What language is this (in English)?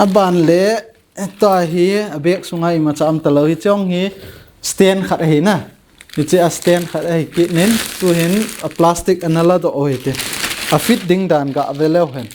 Thado Chin